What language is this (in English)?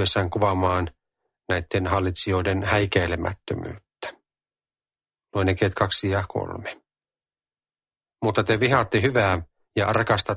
Finnish